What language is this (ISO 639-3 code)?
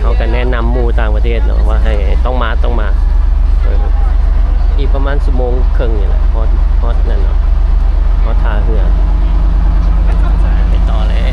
lao